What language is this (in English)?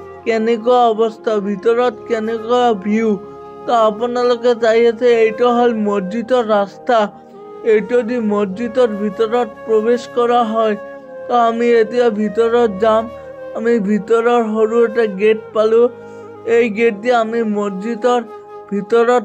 Assamese